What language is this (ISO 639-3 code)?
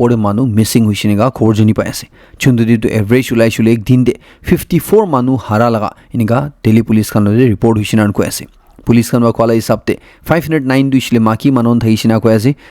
nag